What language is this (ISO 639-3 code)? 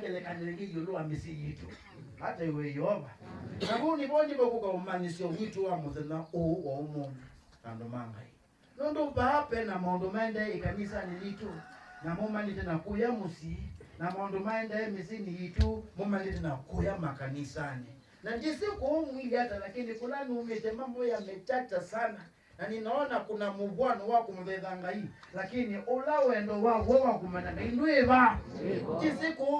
kam